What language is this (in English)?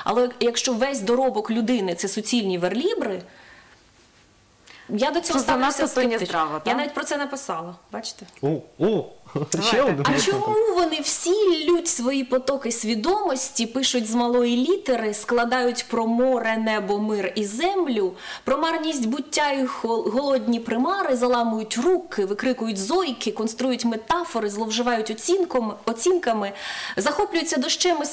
Ukrainian